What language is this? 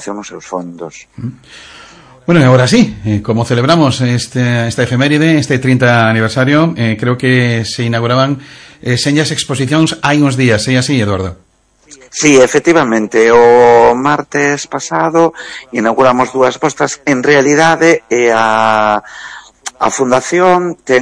Galician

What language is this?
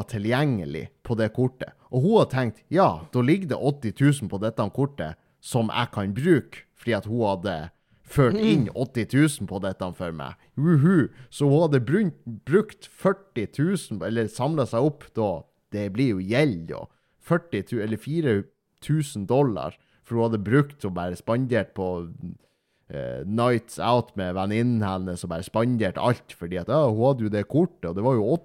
Norwegian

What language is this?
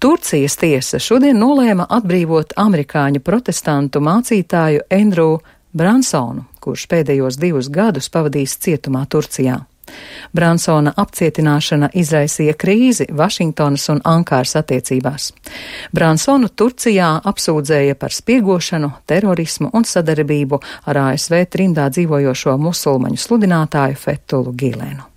Latvian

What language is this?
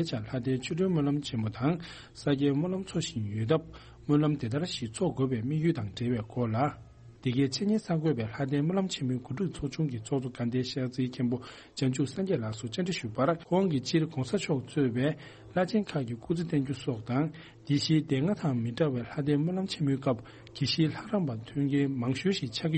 Tibetan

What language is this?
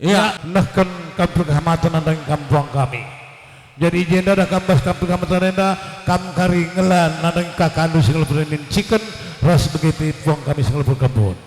Batak Karo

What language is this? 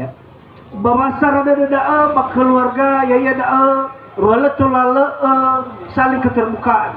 Nias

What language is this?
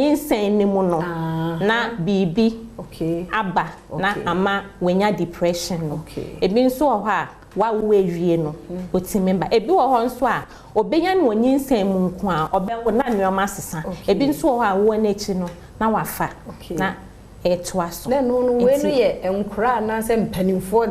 Akan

